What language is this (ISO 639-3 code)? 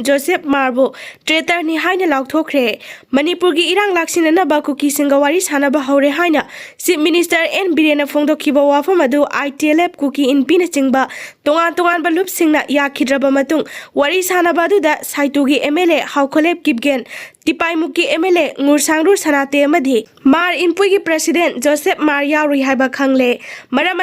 mni